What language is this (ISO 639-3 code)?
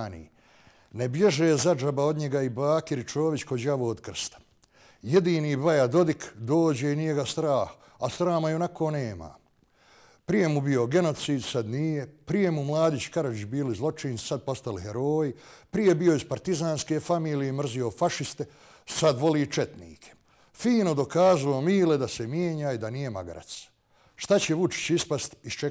bos